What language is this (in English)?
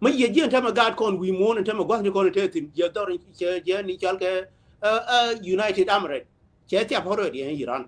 Nuer